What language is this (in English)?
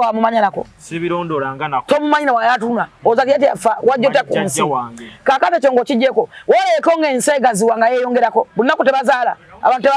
Ganda